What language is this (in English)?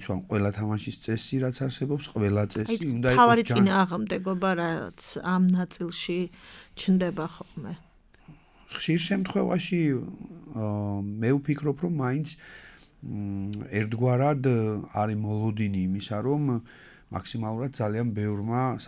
Georgian